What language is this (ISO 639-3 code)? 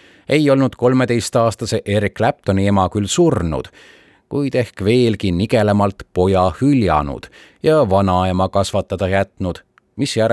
est